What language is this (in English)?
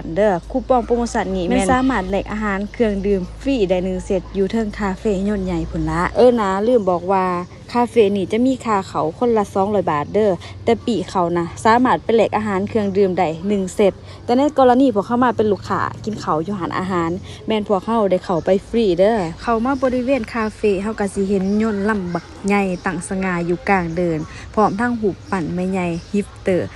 Lao